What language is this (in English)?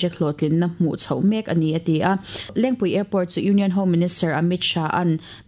Mizo